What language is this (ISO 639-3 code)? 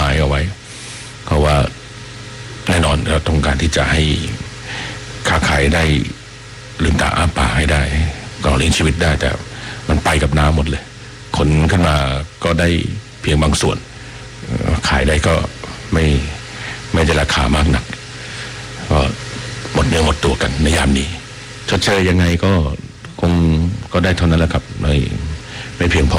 tha